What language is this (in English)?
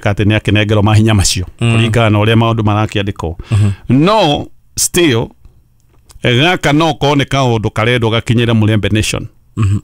Kikuyu